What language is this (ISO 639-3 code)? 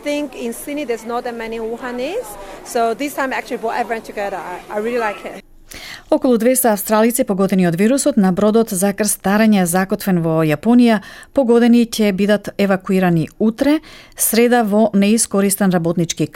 mkd